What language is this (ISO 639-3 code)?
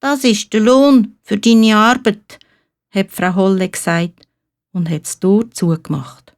gsw